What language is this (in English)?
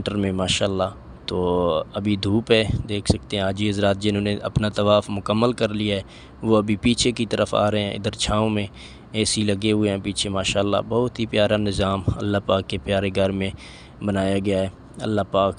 Urdu